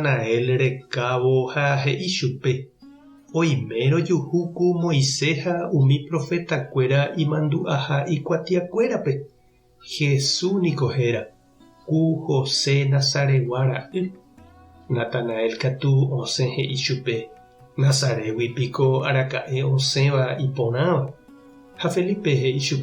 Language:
Guarani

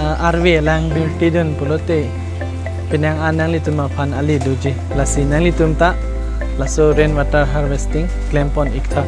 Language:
Karbi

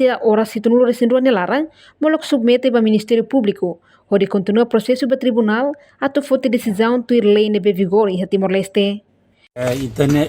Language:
Tetum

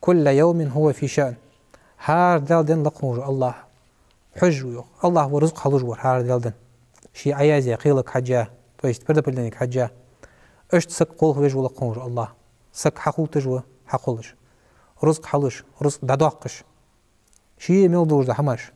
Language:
Ingush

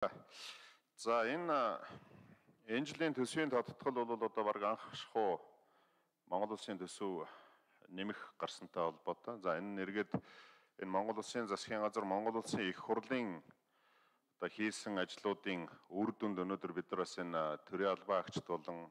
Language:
Mongolian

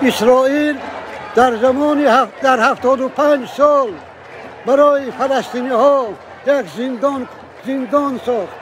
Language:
Tajik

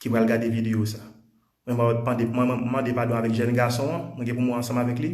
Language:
Haitian Creole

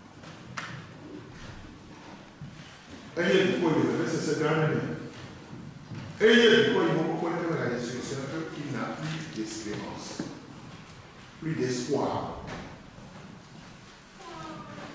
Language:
French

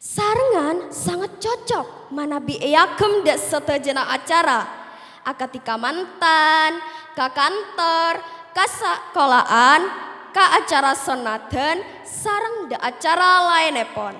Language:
Madurese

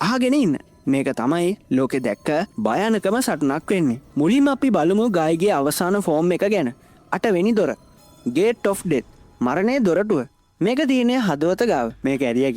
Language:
Sinhala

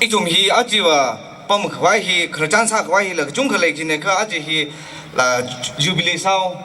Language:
Tangkhul Naga (India)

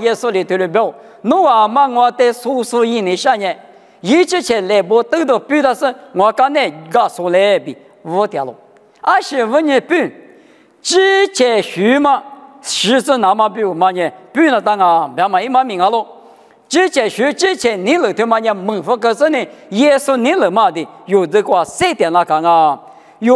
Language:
Lisu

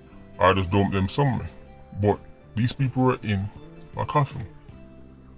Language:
Jamaican Creole English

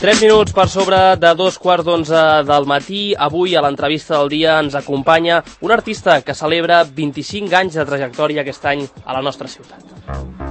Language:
Catalan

